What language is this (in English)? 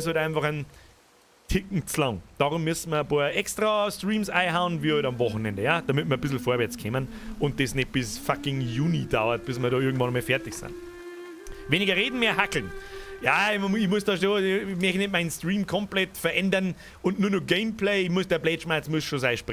Bavarian